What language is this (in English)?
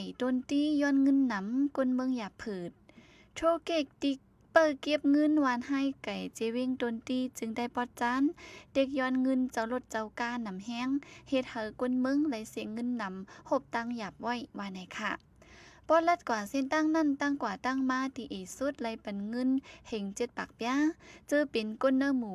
Shan